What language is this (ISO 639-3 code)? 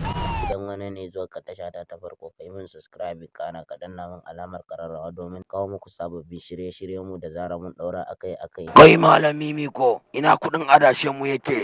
hau